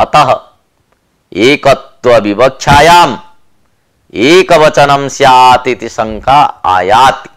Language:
Sanskrit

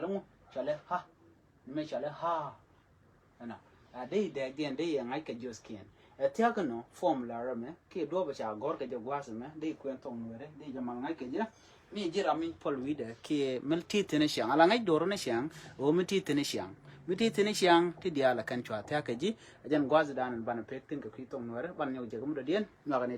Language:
Nuer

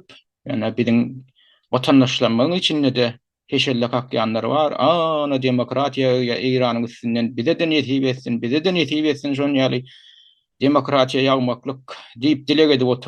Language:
Turkmen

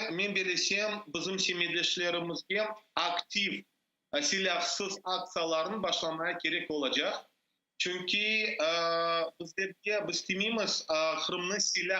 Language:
Crimean Tatar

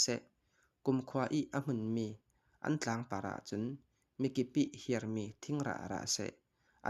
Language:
Falam Chin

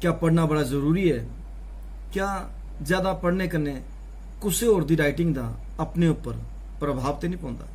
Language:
Dogri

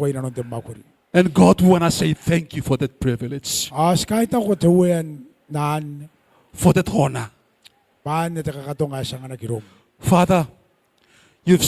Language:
Gilbertese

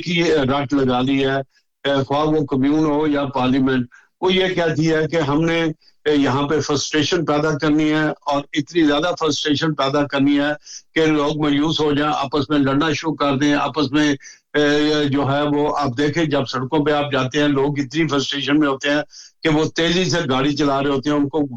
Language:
Urdu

